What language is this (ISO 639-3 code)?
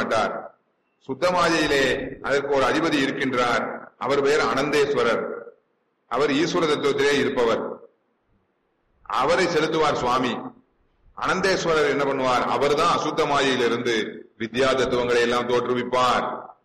tam